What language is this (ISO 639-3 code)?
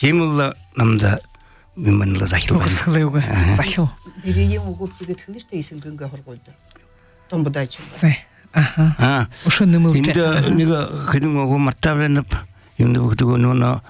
bel